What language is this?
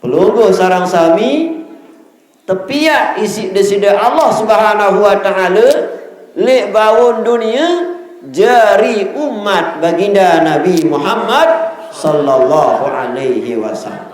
Sasak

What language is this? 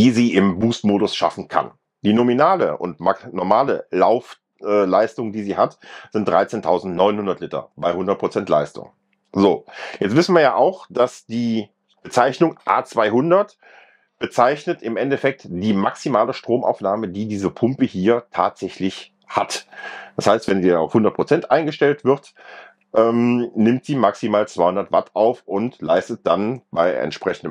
German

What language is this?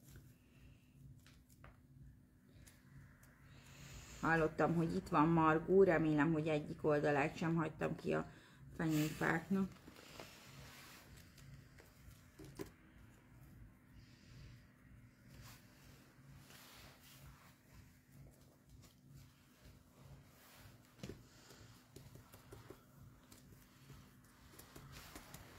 Hungarian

